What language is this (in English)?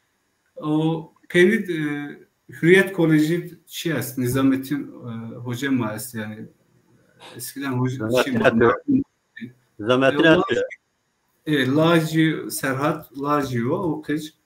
Zaza